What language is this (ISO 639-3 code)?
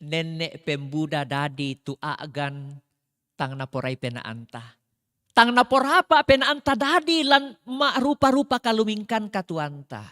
sda